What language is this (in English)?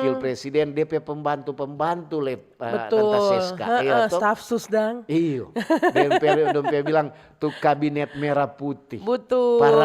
Manado Malay